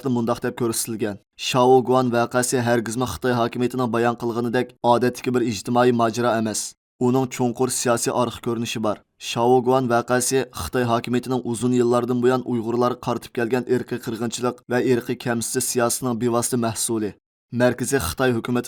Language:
Uyghur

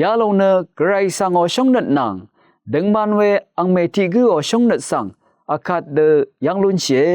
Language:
Rawang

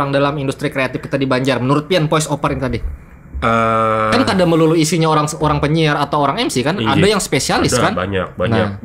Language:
Banjar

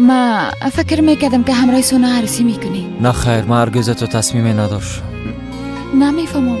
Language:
Persian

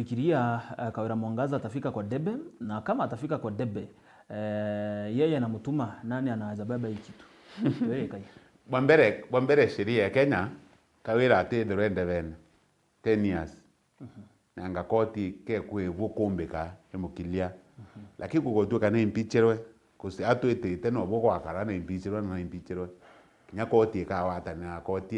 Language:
Meru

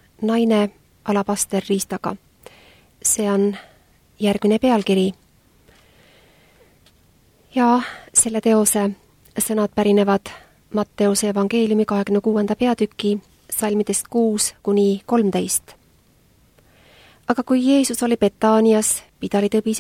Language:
Estonian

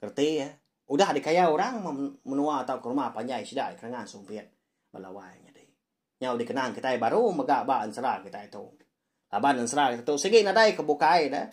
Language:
Iban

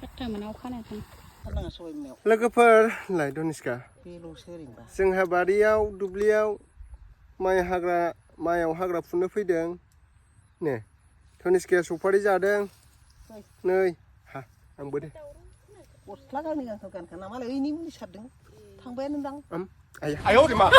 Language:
Bodo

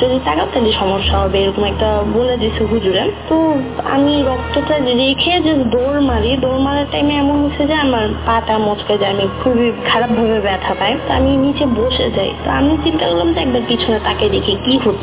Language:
Bangla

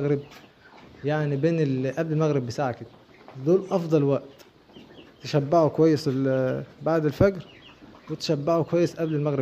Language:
Egyptian Arabic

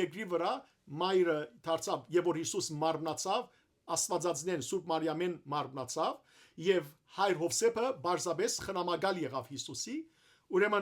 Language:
Western Armenian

